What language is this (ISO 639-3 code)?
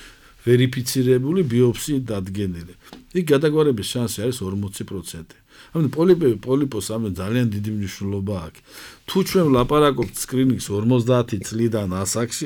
kat